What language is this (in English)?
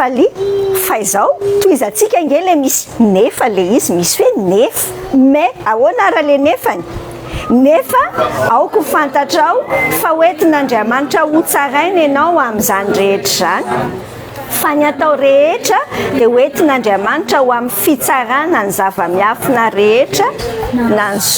Malagasy